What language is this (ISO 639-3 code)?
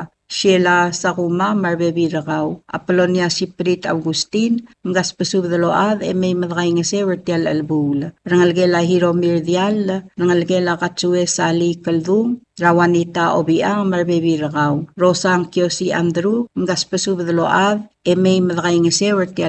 pau